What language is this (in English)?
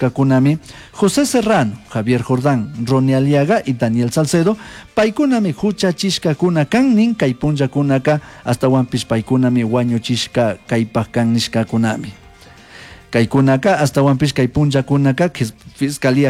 Chimborazo Highland Quichua